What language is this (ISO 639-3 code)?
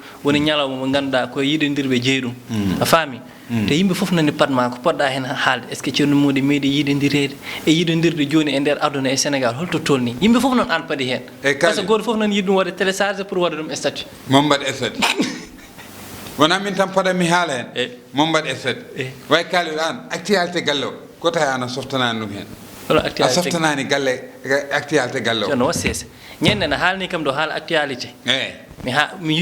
ful